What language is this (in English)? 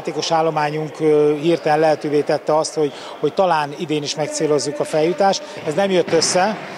Hungarian